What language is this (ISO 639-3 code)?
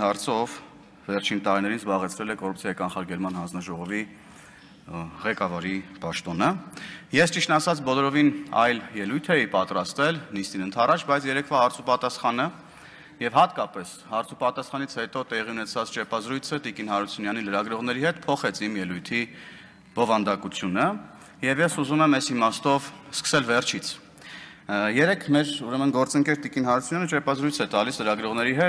hye